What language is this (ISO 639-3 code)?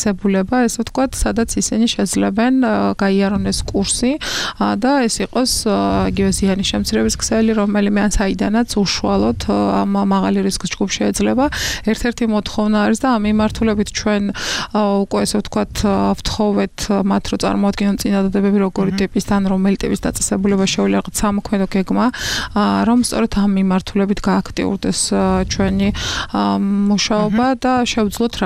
kat